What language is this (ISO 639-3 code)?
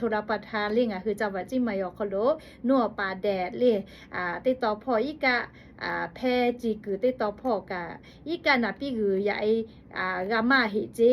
lhu